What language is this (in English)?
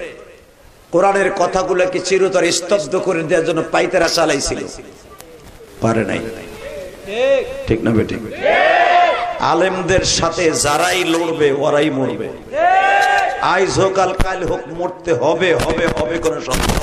Bangla